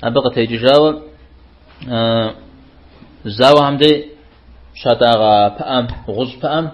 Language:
Kabardian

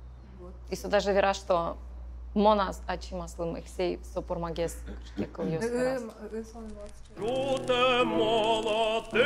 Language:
Udmurt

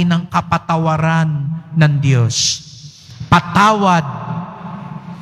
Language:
Filipino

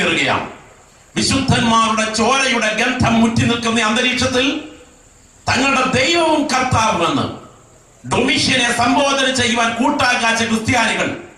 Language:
Malayalam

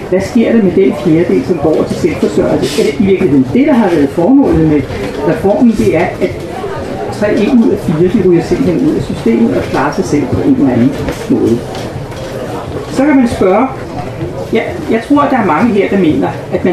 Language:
Danish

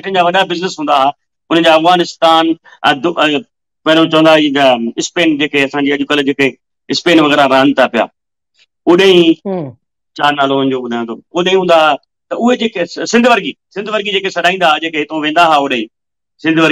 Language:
Sindhi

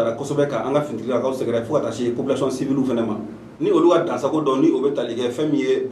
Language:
Bambara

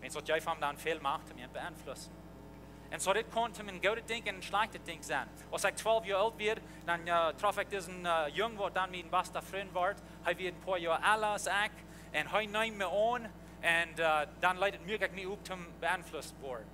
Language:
Plautdietsch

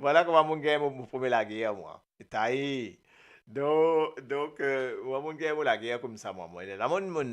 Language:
Morisyen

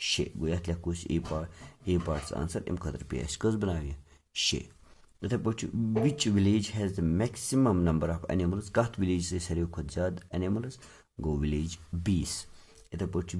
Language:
Kashmiri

